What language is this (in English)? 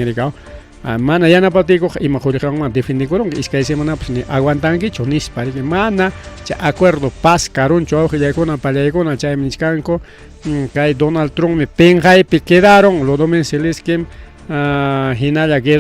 Ayacucho Quechua